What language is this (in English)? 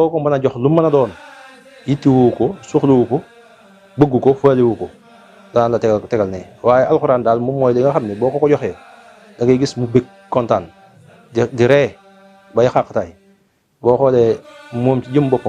Wolof